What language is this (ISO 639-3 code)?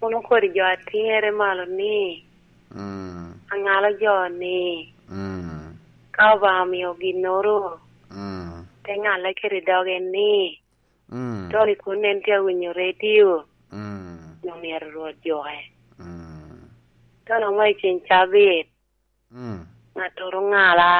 laj